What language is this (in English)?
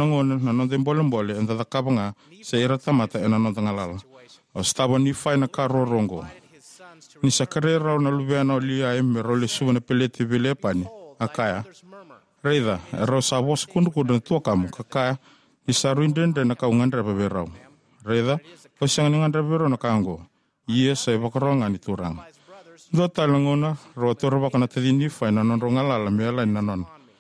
Fijian